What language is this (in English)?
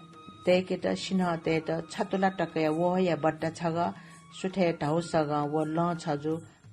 Newari